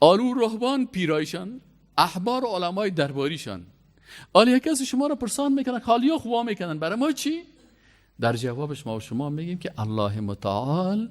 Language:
Persian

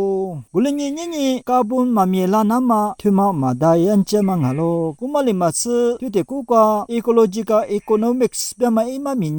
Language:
Lisu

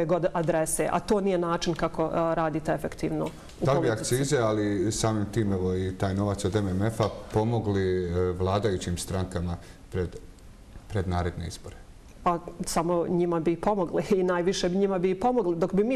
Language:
Bosnian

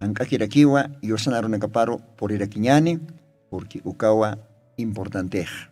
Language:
Aymara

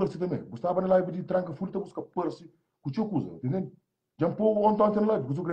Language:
Kabuverdianu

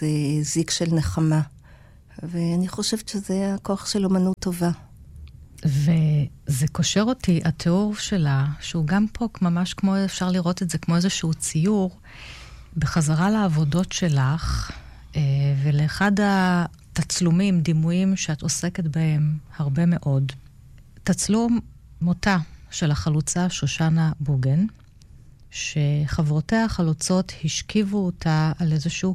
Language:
Hebrew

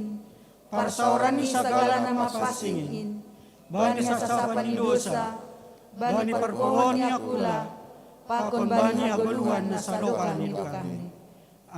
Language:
Batak Simalungun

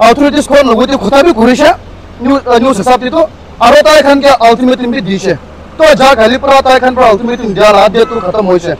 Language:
Naga Pidgin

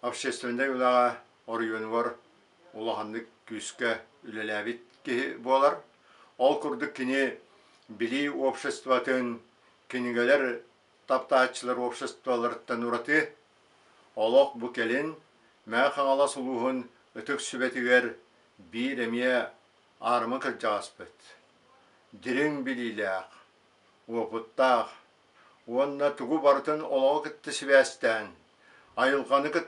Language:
Yakut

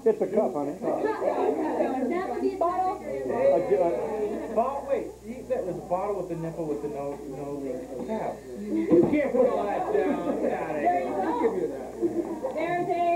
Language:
English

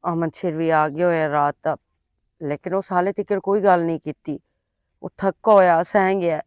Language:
Western Panjabi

